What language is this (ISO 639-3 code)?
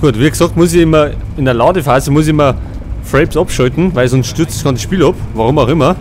bar